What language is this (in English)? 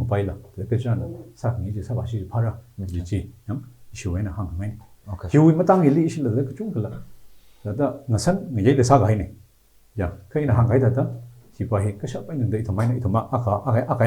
Tangkhul Naga (India)